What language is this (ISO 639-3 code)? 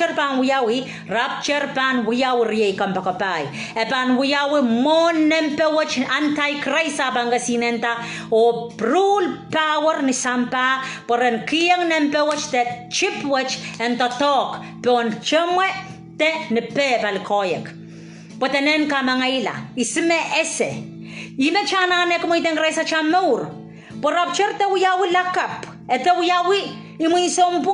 pon